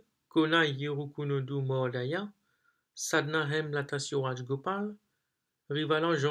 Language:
Morisyen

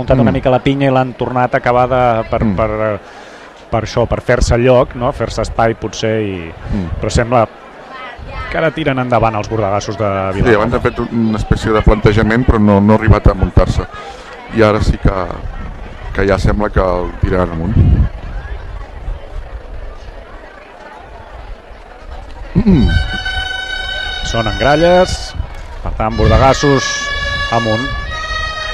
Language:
Catalan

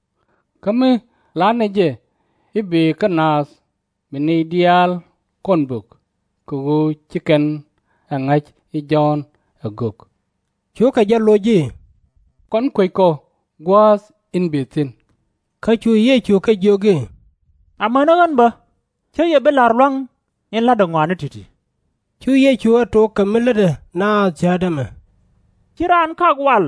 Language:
Nuer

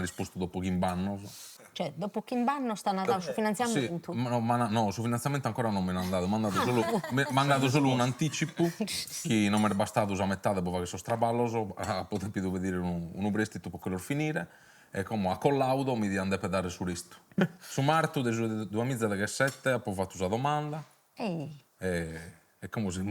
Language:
Sardinian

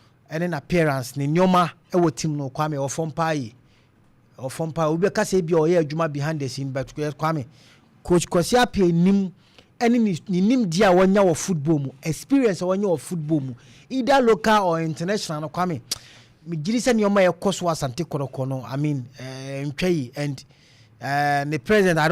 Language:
Akan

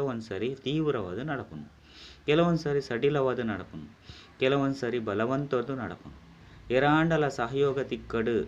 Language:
Tulu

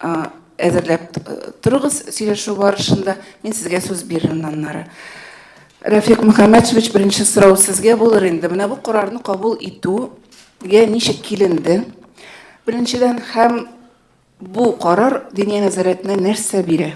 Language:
Tatar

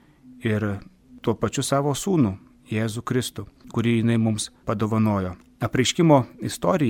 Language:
Lithuanian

